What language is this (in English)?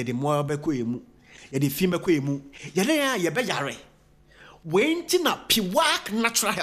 Akan